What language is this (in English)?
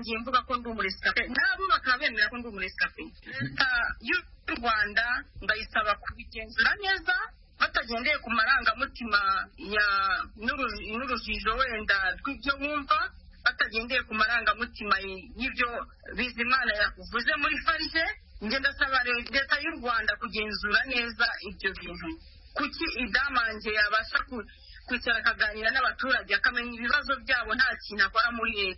Kinyarwanda